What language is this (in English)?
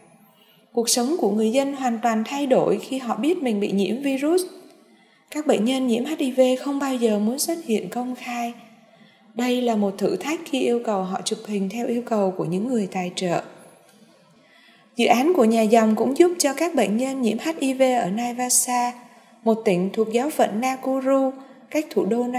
Vietnamese